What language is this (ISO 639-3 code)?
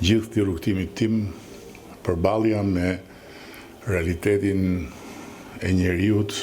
sqi